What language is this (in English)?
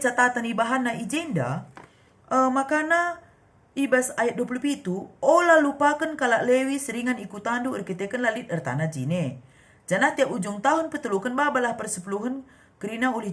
Batak Karo